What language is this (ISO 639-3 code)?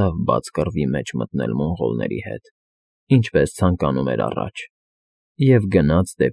hye